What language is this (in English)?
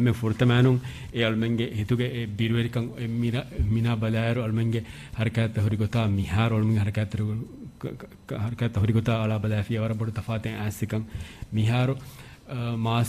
Divehi